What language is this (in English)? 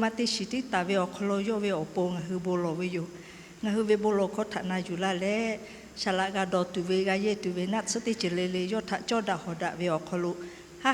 Lahu